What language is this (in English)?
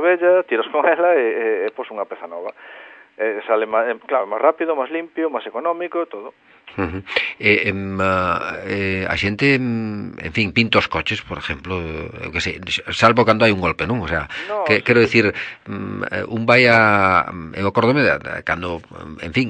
Galician